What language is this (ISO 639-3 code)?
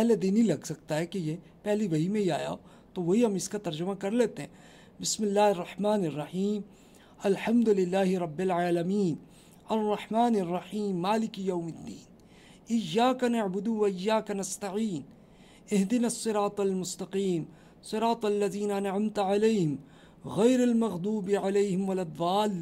urd